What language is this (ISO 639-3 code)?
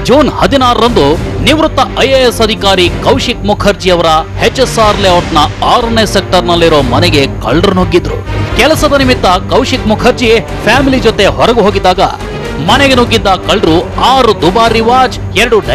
kan